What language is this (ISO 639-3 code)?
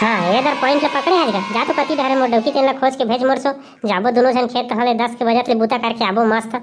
hne